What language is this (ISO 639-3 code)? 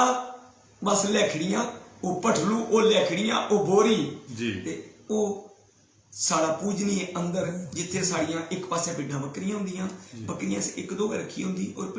doi